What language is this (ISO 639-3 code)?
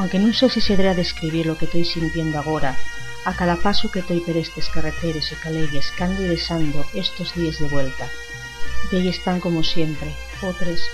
ast